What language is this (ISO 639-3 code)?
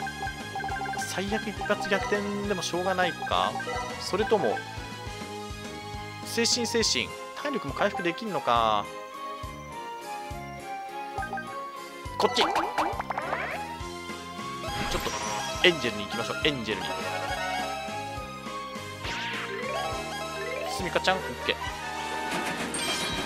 jpn